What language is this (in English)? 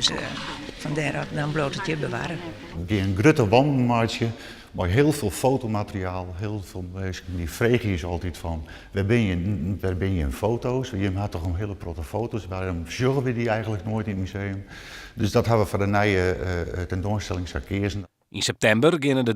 Western Frisian